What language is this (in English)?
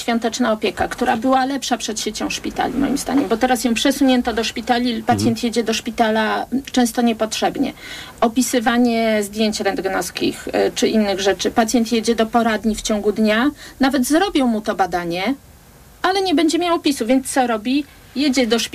Polish